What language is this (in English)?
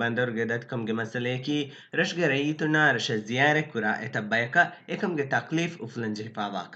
Divehi